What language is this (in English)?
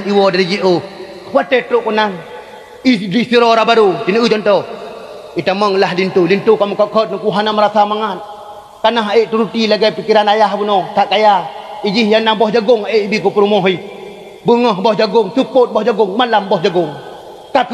Achinese